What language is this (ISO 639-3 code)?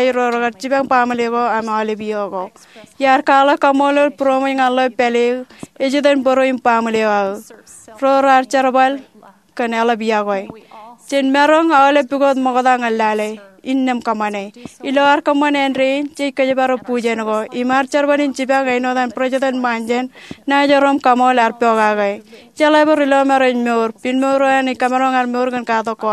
mah